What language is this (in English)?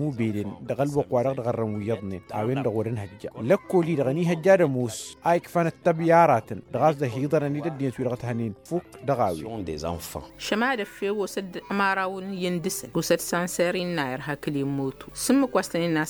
Tamasheq